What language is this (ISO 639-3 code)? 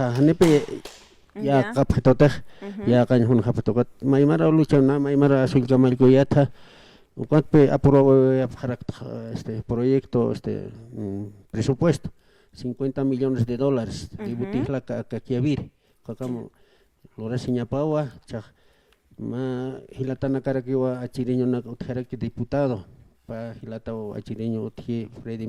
aym